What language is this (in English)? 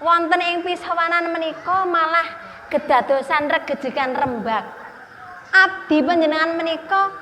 Javanese